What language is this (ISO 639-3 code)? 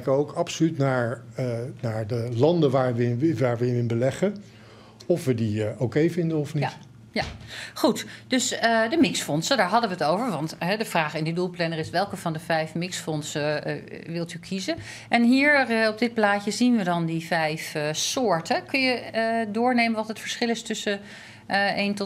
nld